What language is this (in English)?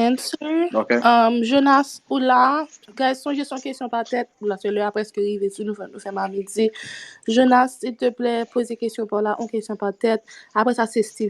Haitian Creole